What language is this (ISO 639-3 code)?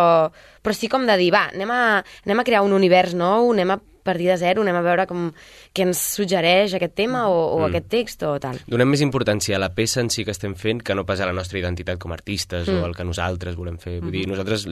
cat